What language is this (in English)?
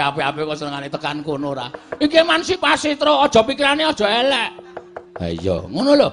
Javanese